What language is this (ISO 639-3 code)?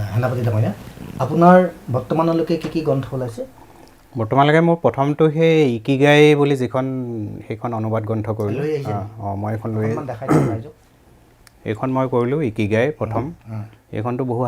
asm